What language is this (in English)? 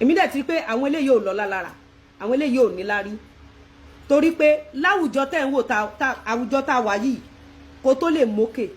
Yoruba